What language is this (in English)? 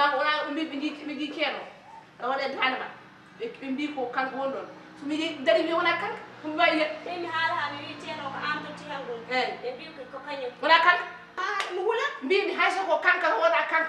Fula